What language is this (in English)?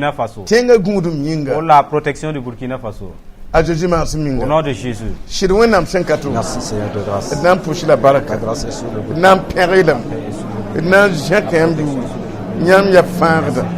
Mossi